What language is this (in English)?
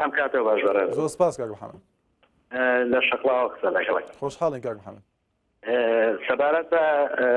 Central Kurdish